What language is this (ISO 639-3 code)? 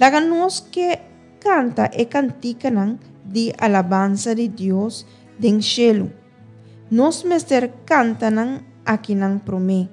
pap